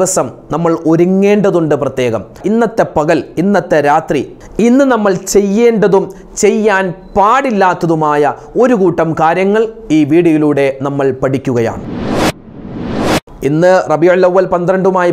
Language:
Malayalam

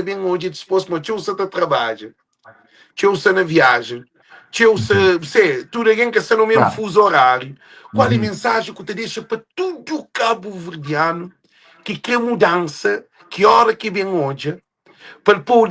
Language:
Kabuverdianu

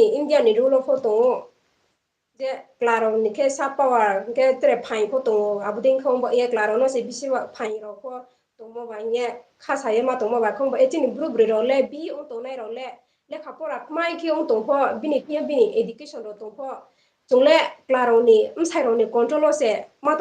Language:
Riang (India)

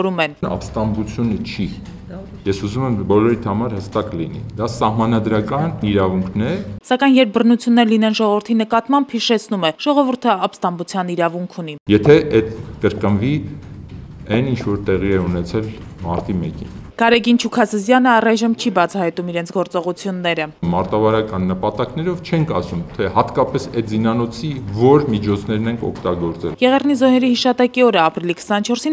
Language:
Armenian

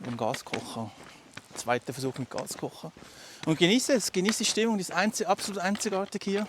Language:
Swiss German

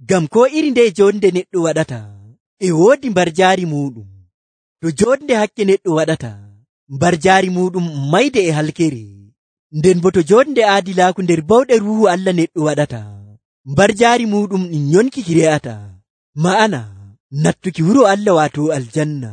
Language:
Nigerian Fulfulde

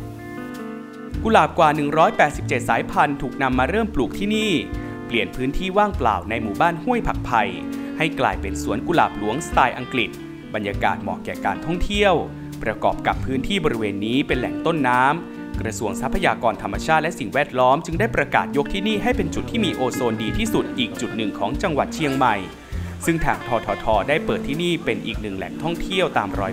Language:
Thai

